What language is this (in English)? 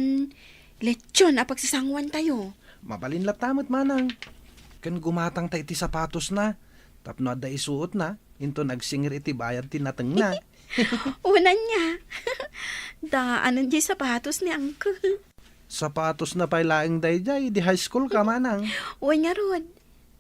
Iloko